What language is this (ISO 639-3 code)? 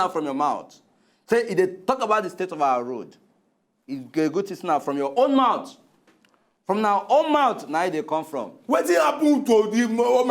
pcm